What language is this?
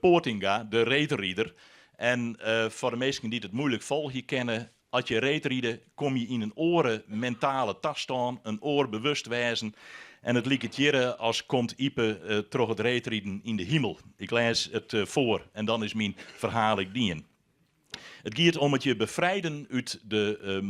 Western Frisian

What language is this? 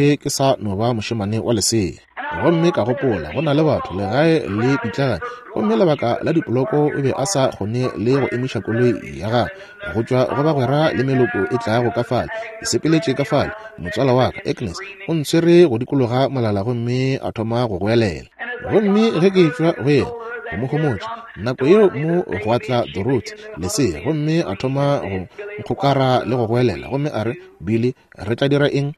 Northern Sotho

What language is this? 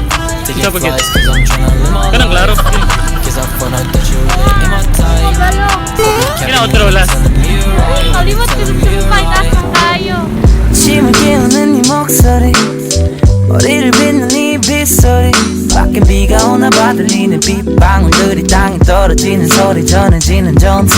Cebuano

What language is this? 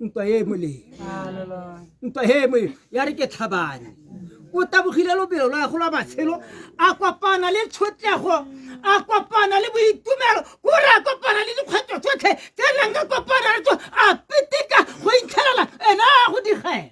Tswana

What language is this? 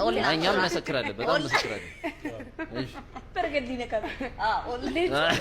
Amharic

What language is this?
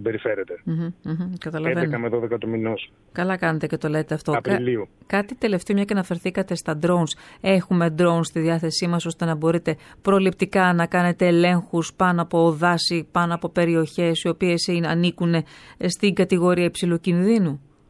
Greek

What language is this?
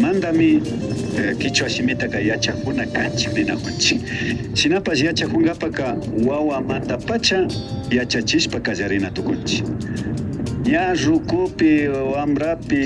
Imbabura Highland Quichua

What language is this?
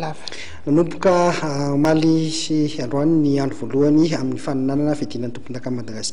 Malagasy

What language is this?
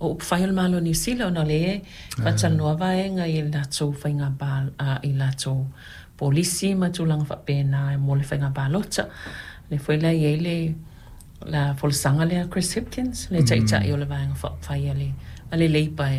Samoan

